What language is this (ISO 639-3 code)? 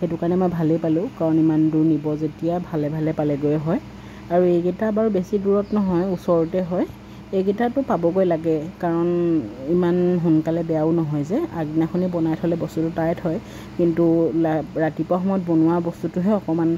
asm